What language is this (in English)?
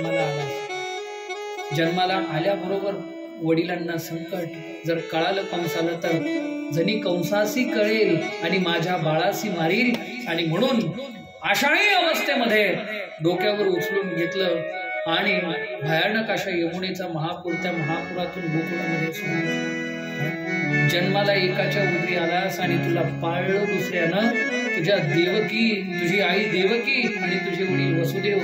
Marathi